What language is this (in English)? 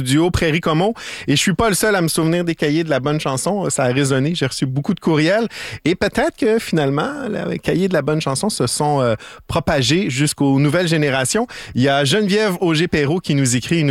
French